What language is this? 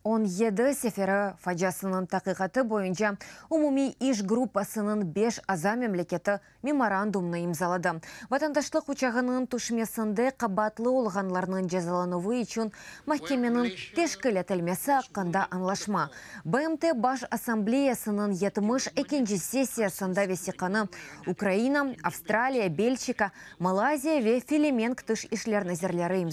Crimean Tatar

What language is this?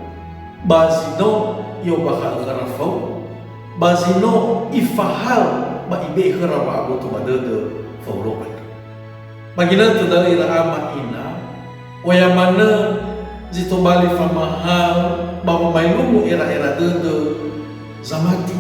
Nias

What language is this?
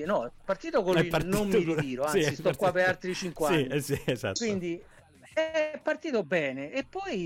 Italian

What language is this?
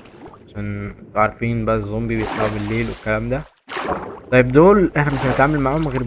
Egyptian Arabic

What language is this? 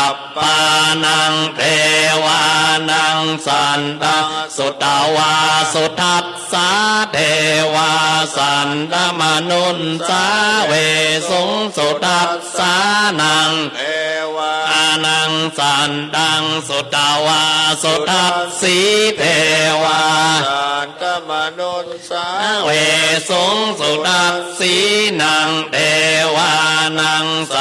Pali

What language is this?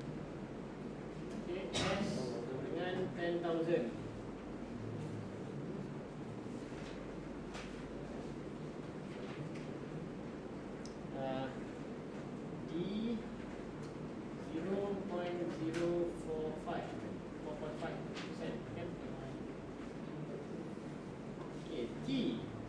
Malay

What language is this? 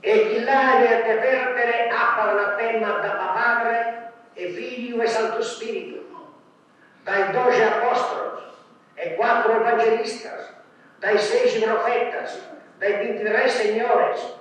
Sardinian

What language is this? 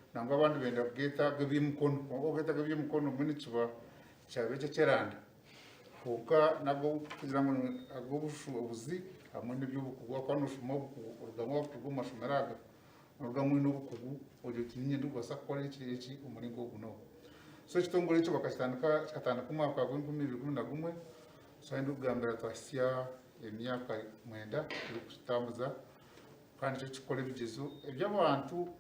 Nyankole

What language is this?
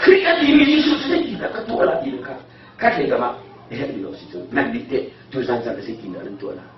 Hakha Chin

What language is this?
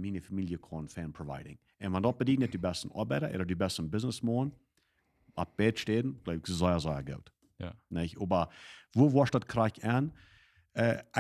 Plautdietsch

